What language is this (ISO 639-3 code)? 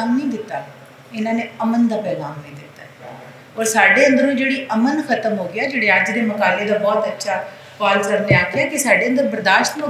lah